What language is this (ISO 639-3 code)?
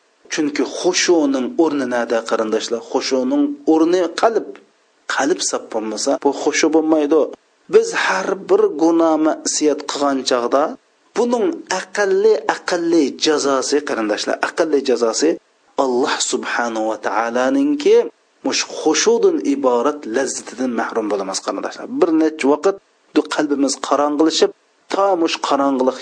uig